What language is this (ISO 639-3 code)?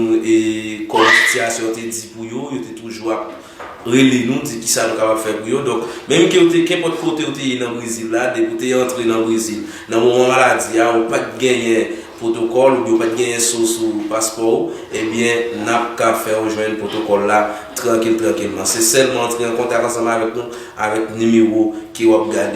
hat